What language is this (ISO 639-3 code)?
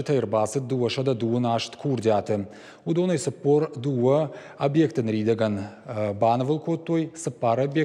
oss